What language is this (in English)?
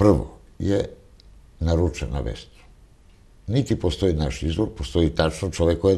Serbian